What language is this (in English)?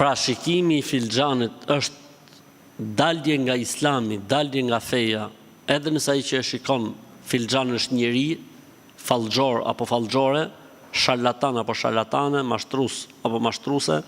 Albanian